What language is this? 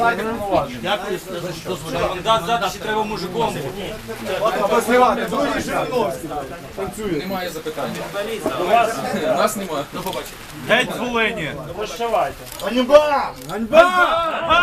Ukrainian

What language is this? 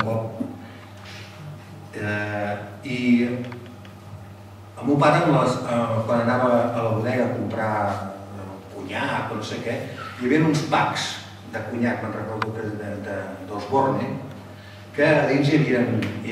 Catalan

